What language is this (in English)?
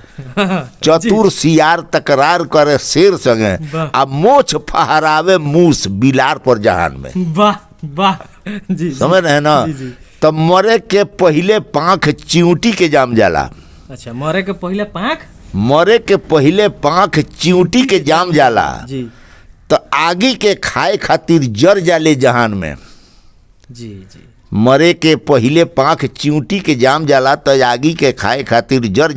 Bhojpuri